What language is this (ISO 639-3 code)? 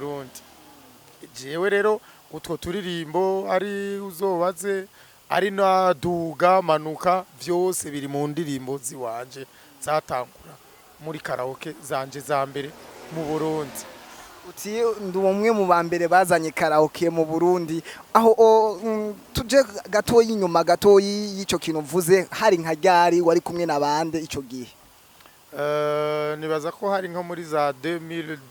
run